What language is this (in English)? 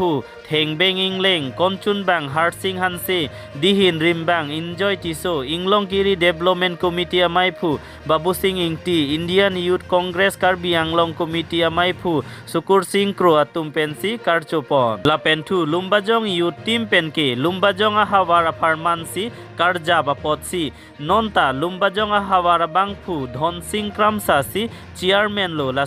Karbi